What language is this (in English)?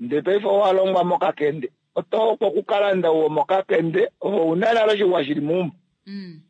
Kuanyama